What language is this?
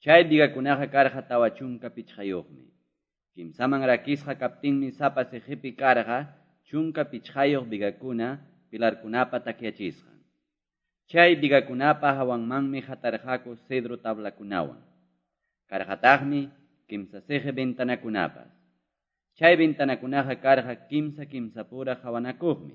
Quechua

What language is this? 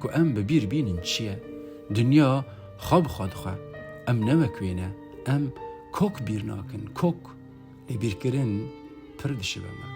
Kurdish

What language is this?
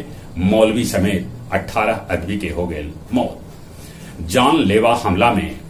Magahi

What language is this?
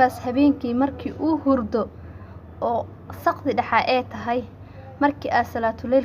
Somali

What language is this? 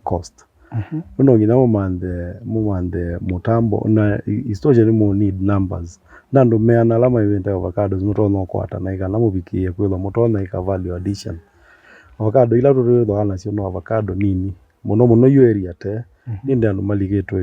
Kamba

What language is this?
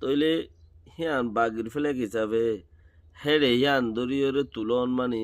Rohingya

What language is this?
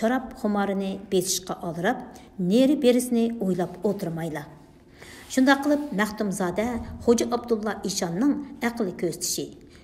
Uyghur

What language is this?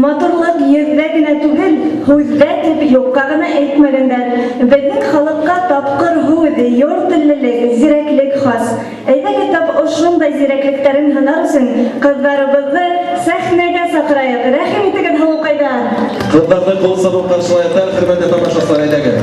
Bashkir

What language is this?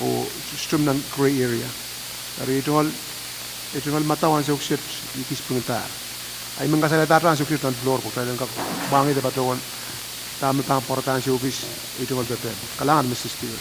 Pohnpeian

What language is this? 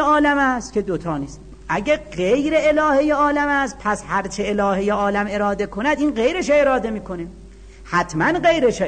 Persian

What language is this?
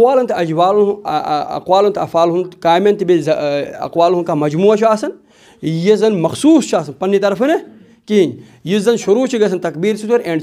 Kashmiri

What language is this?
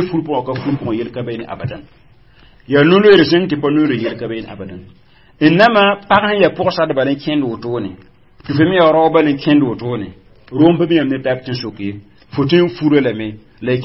Mossi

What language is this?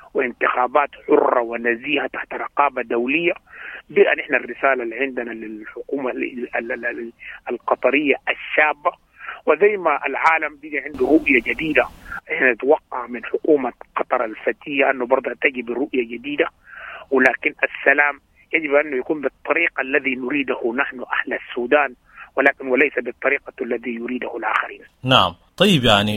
Sudanese Arabic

